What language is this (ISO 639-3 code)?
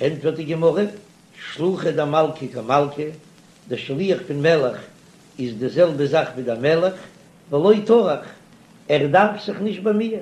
yid